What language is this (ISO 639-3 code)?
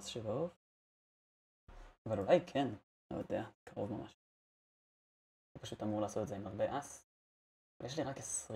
heb